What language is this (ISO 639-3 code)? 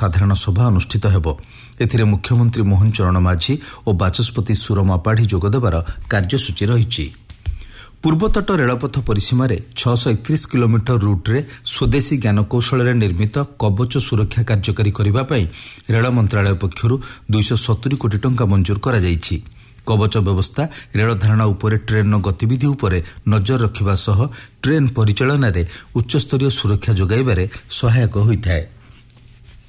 ori